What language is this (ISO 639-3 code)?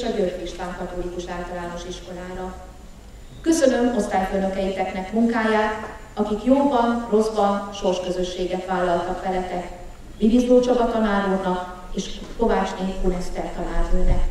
hun